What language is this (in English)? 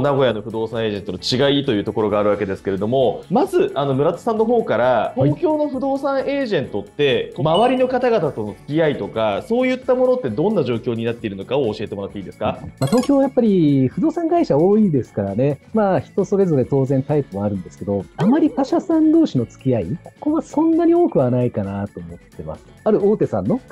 Japanese